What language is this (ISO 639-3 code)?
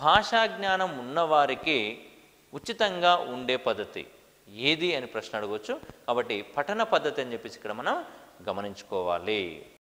tel